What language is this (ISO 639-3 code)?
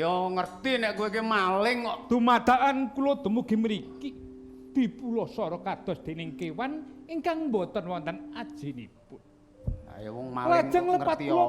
jav